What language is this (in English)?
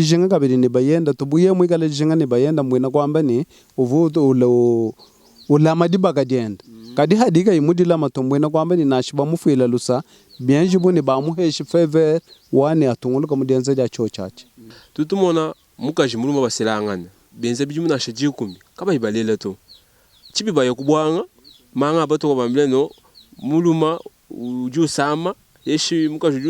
Luba-Lulua